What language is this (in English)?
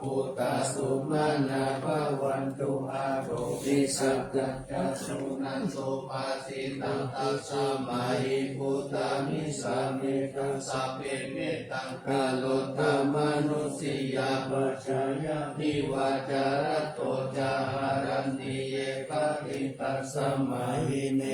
Pali